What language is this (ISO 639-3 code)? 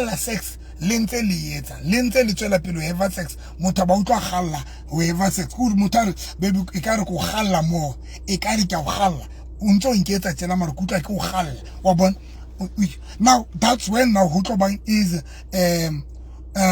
sot